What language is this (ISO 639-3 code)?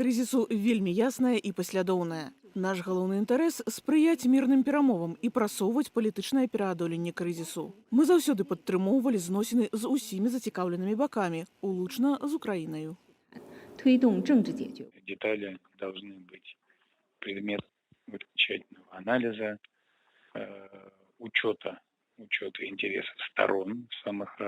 bel